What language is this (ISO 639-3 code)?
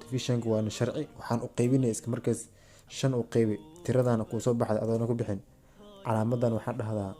som